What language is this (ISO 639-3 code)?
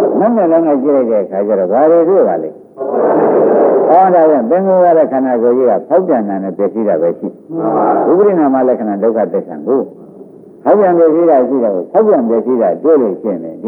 mya